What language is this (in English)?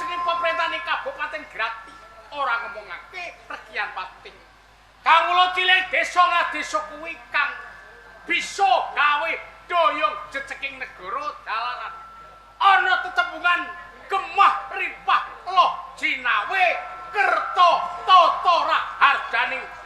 Javanese